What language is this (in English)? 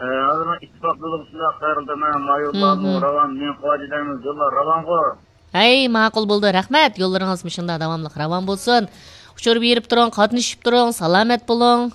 Uyghur